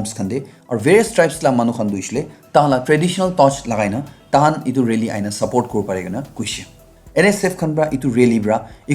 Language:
Naga Pidgin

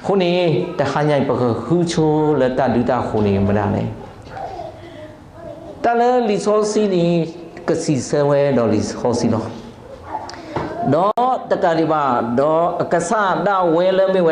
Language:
S'gaw Karen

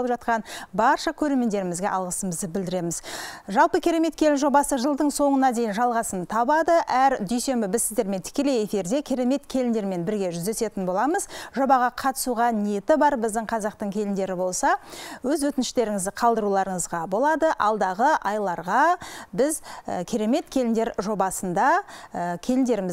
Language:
Kazakh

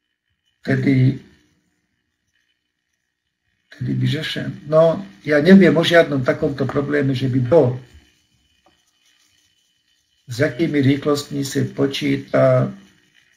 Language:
Slovak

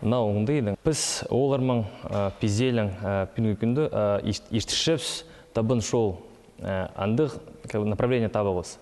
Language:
Khakas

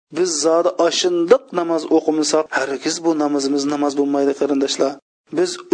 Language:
Uyghur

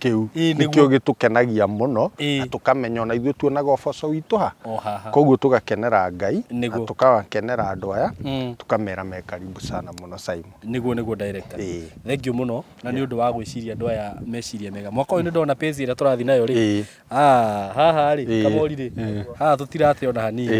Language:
Kikuyu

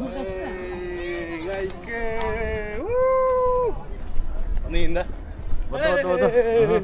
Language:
Yakut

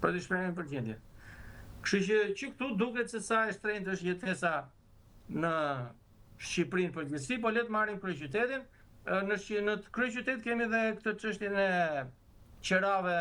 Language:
Albanian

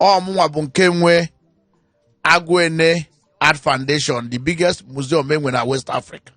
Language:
Igbo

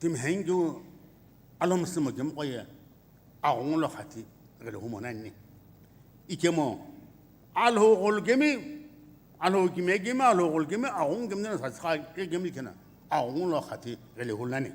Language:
Sumi Naga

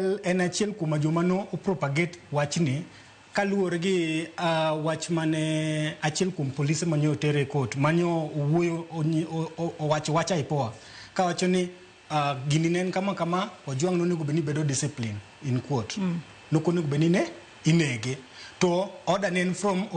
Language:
Luo (Kenya and Tanzania)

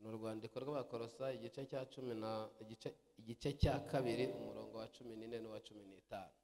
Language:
Kinyarwanda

